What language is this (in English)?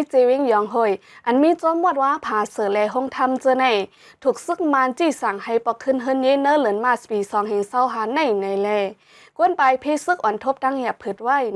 Shan